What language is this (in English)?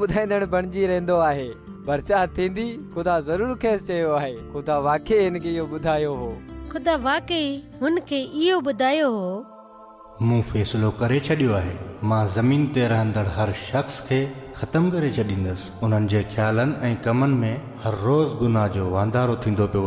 Sindhi